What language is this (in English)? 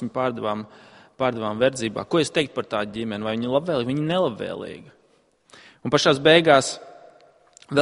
Latvian